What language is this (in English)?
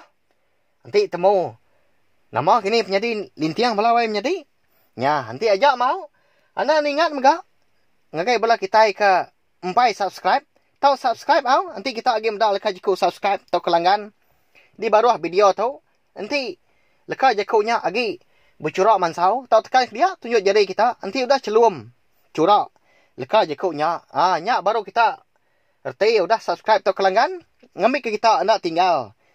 Iban